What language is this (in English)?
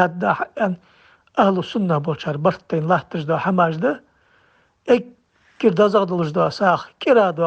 Ingush